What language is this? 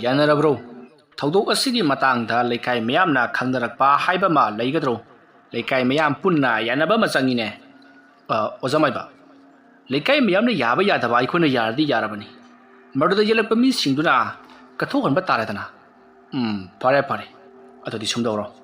Manipuri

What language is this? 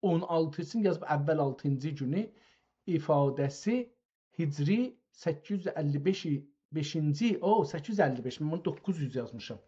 South Azerbaijani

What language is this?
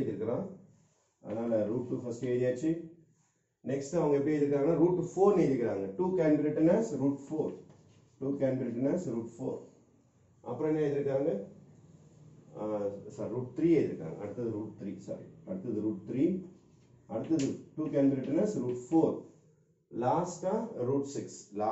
Tamil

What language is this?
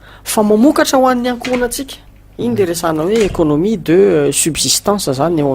Malagasy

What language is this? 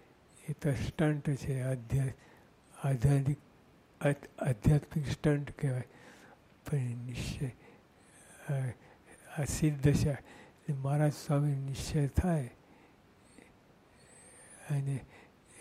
Gujarati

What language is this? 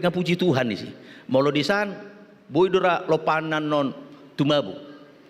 Batak Toba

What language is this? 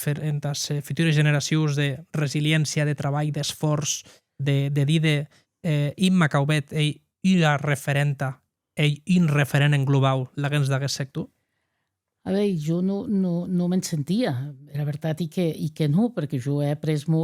Occitan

